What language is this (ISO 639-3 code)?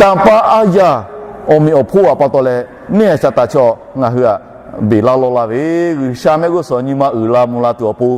lhu